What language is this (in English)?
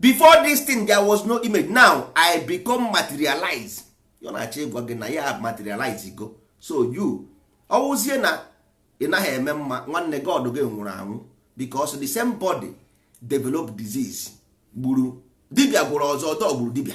Igbo